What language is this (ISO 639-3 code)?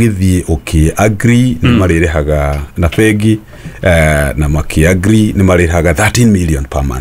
kik